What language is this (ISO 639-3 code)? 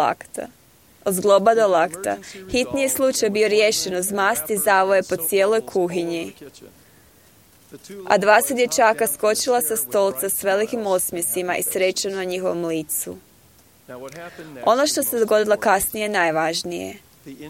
hrv